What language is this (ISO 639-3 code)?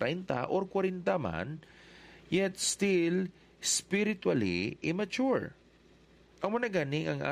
hil